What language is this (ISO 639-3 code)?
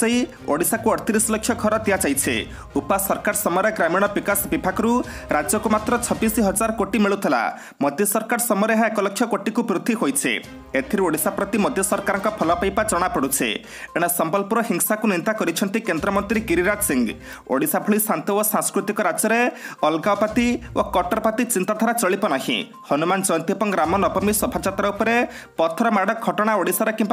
ori